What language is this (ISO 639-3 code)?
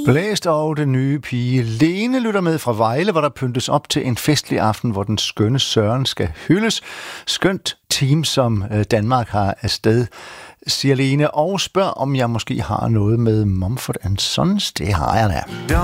dan